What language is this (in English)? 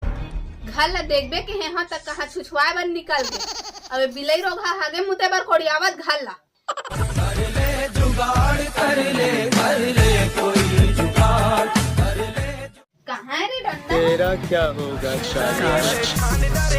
Chhattisgarhi